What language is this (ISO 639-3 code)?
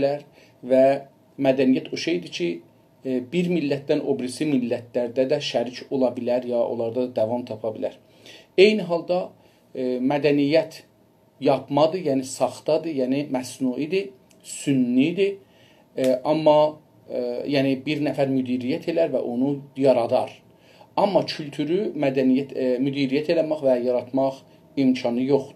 azb